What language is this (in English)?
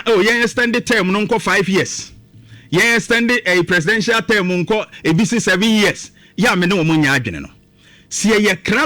Akan